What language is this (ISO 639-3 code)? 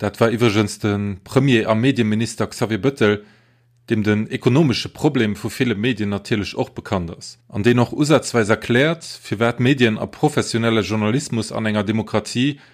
ltz